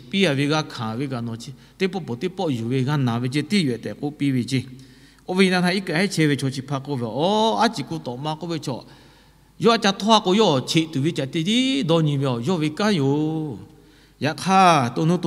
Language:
Lahu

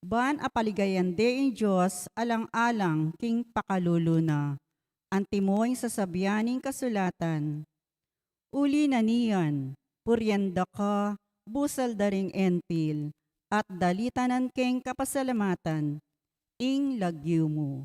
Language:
Pampanga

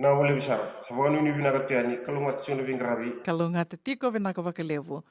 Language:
Fijian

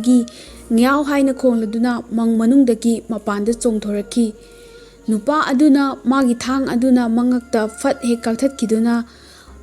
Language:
Manipuri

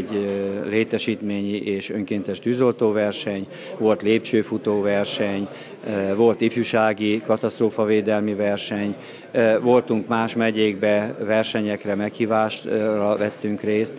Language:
Hungarian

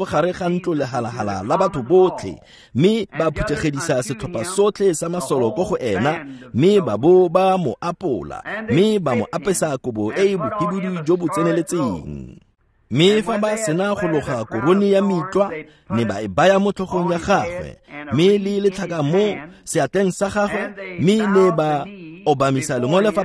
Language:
Tswana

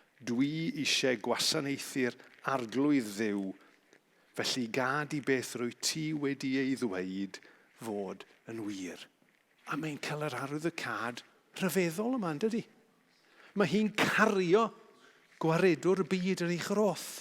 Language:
Welsh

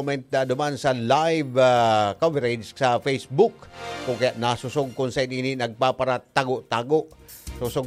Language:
Bikol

